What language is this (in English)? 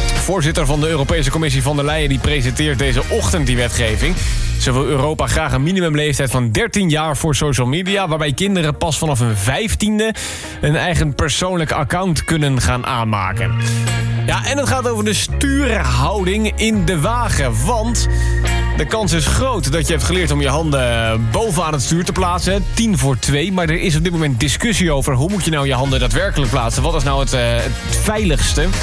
Dutch